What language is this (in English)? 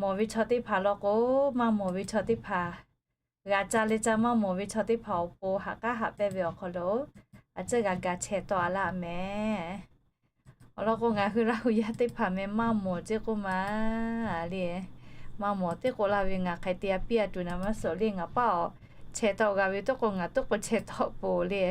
Lahu